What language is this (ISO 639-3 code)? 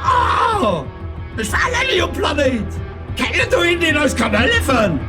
ltz